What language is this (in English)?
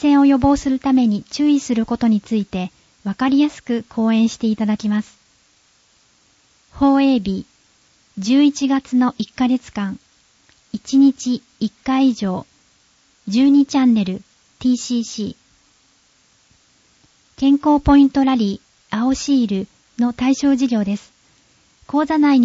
Japanese